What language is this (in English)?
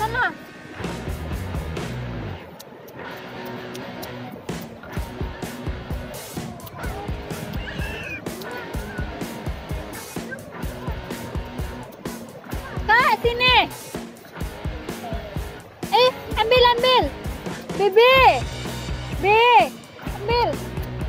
Indonesian